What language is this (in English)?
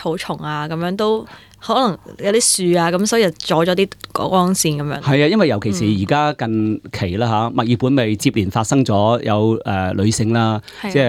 Cantonese